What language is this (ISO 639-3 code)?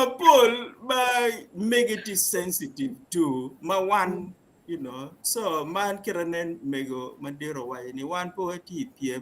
ach